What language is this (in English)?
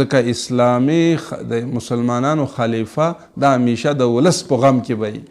Pashto